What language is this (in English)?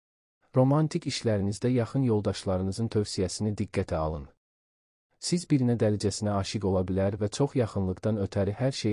Azerbaijani